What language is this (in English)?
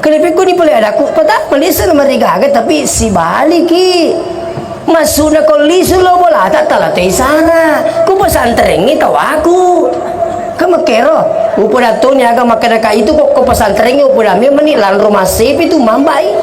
Buginese